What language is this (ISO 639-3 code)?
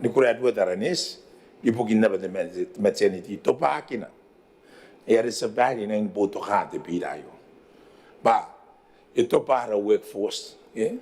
gil